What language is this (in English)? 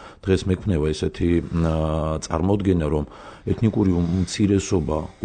Georgian